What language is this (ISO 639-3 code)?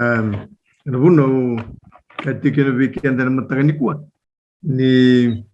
fij